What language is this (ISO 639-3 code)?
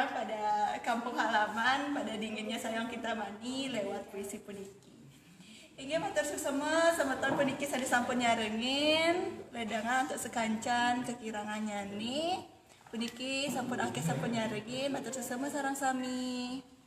ban